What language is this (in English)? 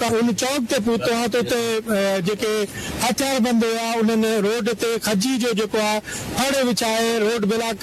Sindhi